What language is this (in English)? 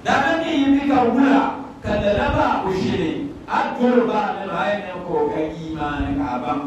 Dagbani